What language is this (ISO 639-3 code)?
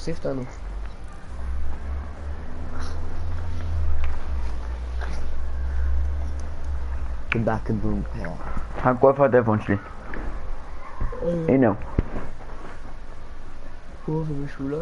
heb